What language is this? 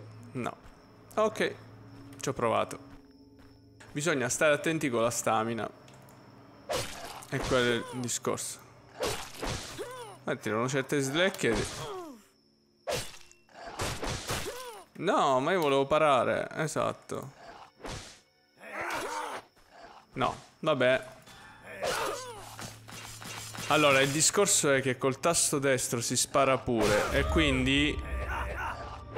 Italian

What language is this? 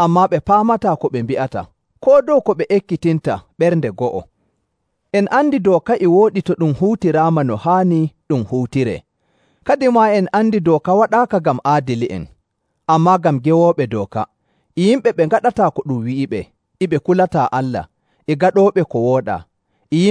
Nigerian Fulfulde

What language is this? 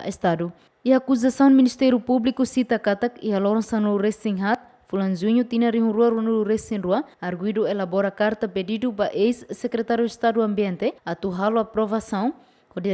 Tetum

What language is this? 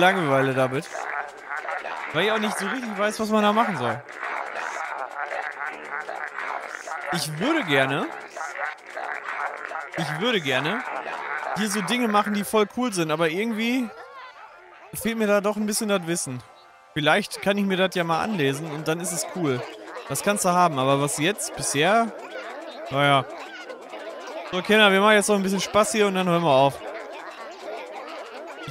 German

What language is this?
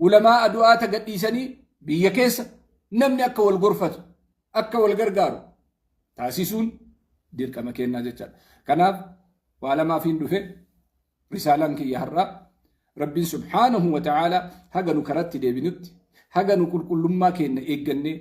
Oromo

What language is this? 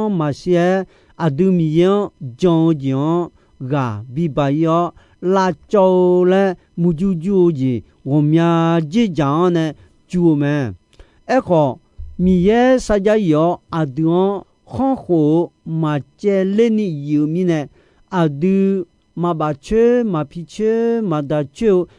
Akha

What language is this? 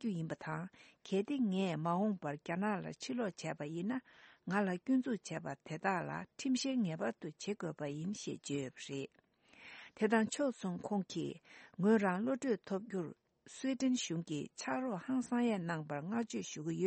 Tibetan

